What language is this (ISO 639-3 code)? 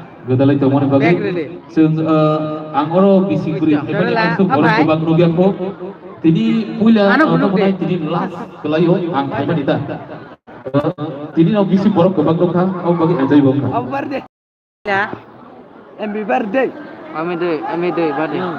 trp